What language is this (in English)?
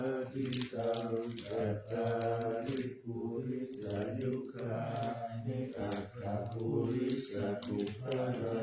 Pali